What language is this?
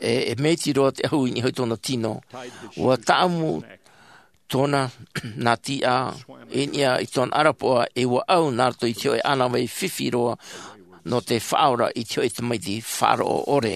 Tahitian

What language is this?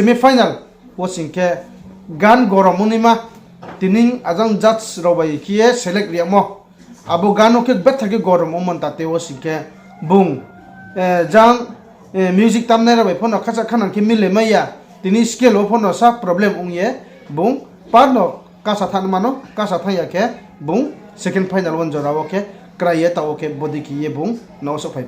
Riang (India)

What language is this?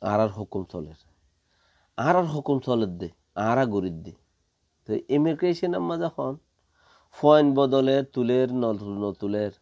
Rohingya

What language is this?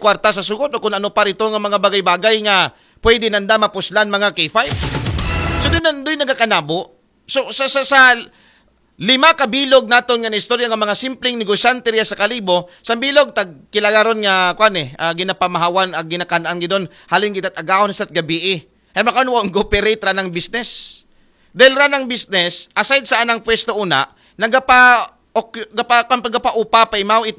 Aklanon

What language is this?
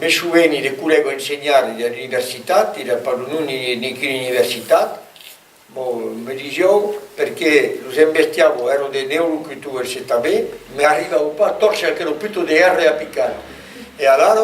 Occitan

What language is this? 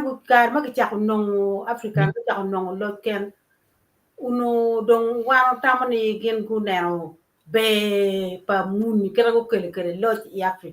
Acoli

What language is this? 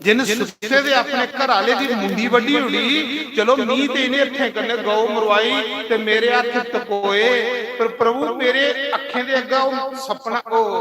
Dogri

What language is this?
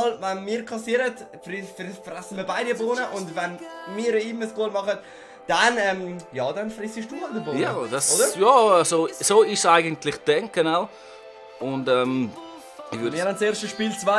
Swiss German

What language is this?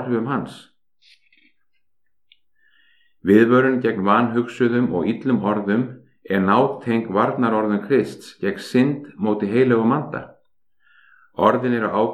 Icelandic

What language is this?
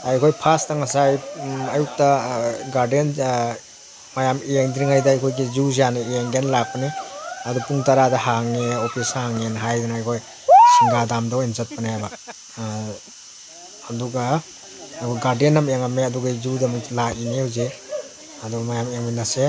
Manipuri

